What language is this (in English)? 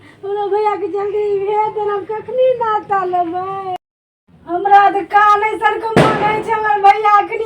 Maithili